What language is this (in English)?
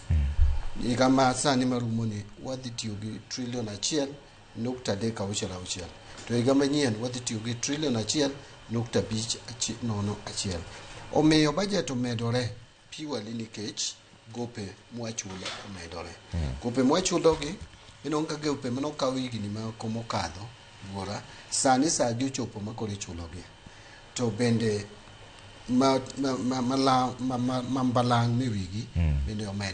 Luo (Kenya and Tanzania)